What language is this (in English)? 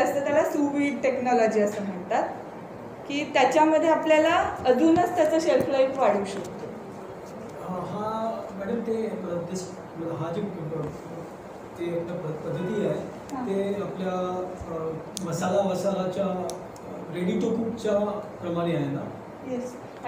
Marathi